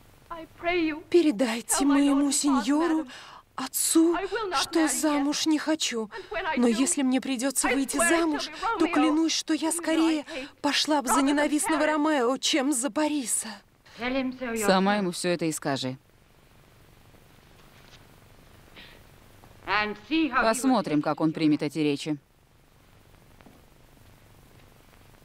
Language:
Russian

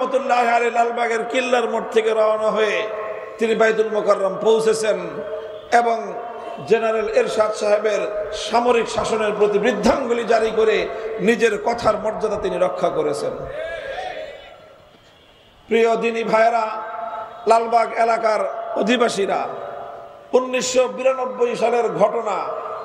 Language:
Bangla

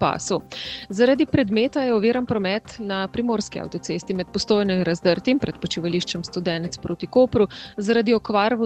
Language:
Slovenian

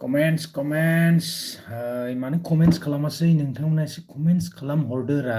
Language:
Bodo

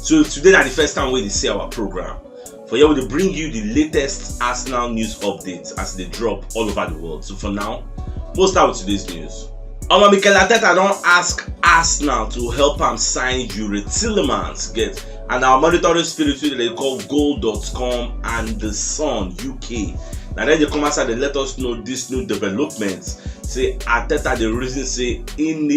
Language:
Nigerian Pidgin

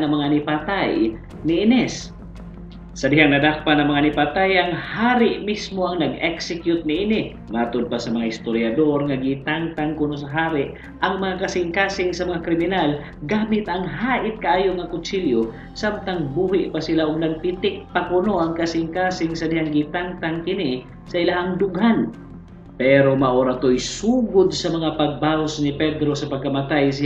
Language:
Cebuano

